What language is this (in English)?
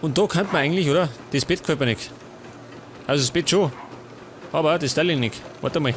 Bavarian